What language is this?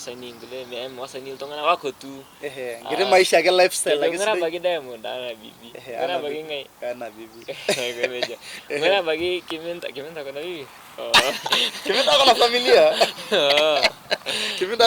Masai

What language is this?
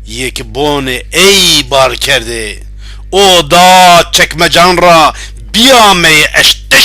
Zaza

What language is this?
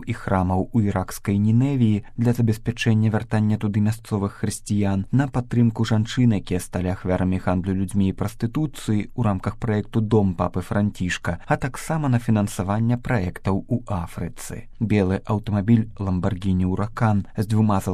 Belarusian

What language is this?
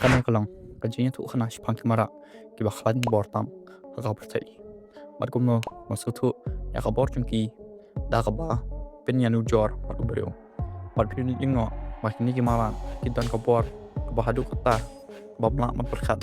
Khasi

